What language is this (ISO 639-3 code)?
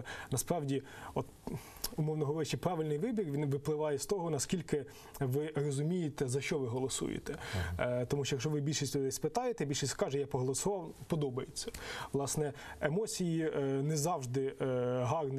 ukr